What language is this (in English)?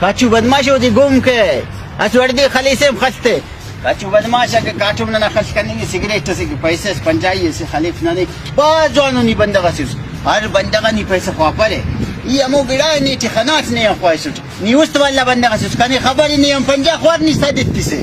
Brahui